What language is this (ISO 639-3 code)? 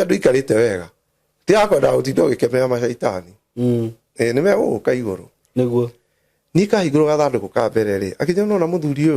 kik